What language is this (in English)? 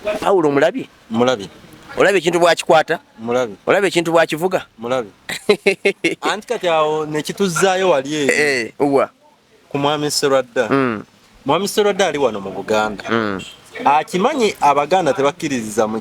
Ganda